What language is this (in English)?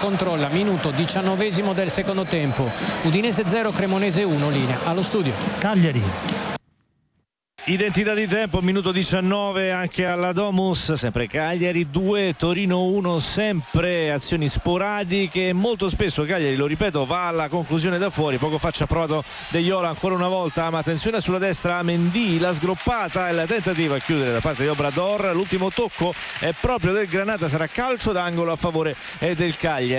Italian